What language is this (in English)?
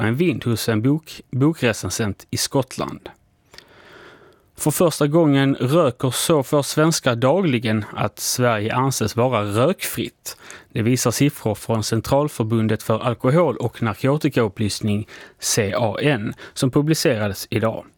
Swedish